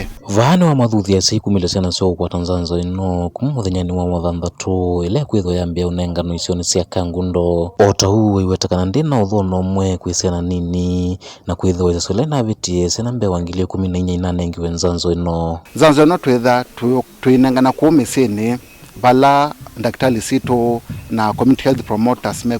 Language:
Kamba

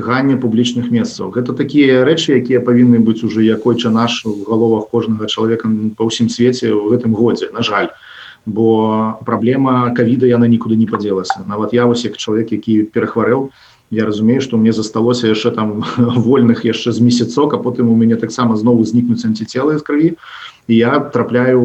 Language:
Belarusian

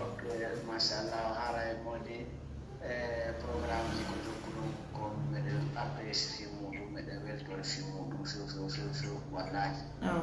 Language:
Fula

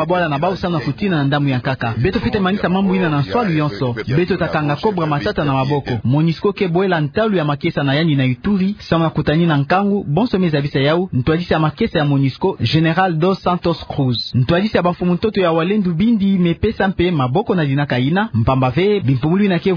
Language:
Kituba (Democratic Republic of Congo)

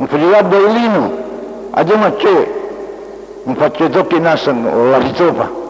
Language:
Buginese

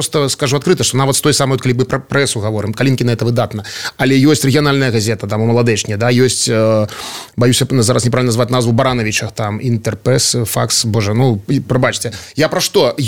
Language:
Belarusian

